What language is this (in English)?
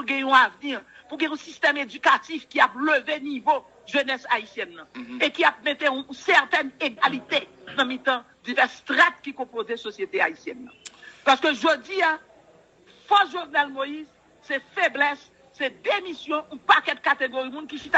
Haitian Creole